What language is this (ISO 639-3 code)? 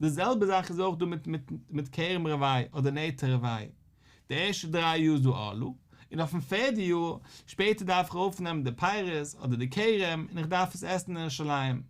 yid